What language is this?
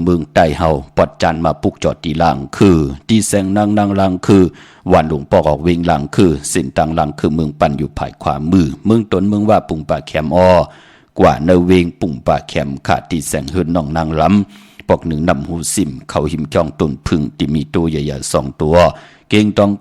Shan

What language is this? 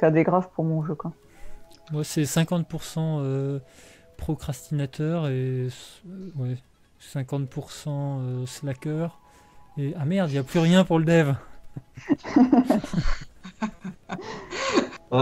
French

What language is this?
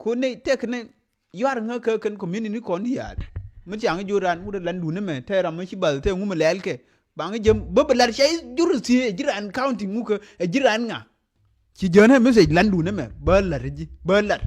Nuer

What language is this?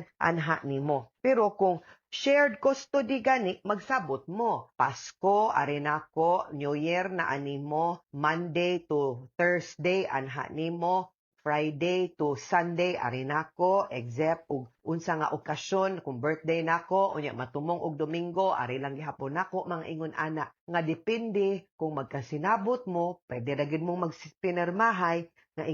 Cebuano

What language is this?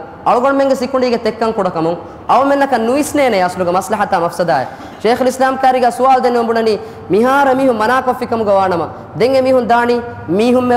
Divehi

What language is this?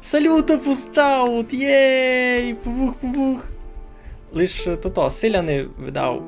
Rusyn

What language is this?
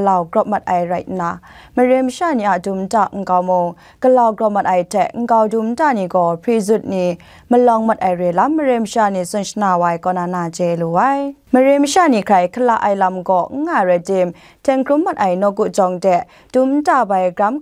Kachin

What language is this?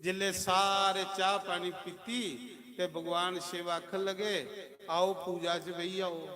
Dogri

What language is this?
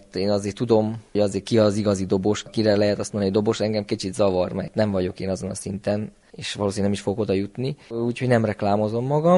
Hungarian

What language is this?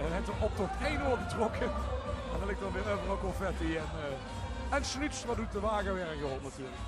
Limburgish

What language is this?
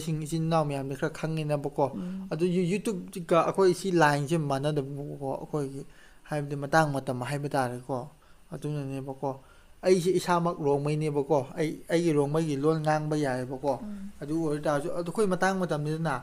Manipuri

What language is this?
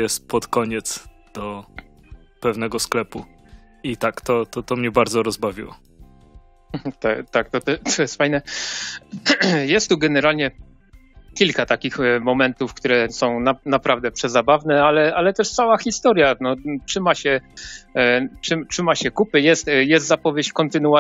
Polish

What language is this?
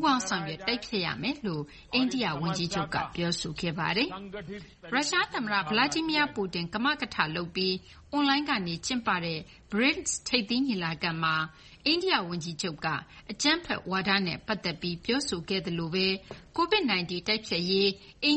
Burmese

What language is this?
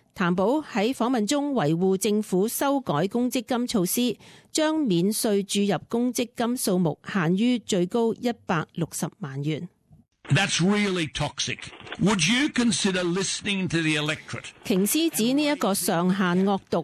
Cantonese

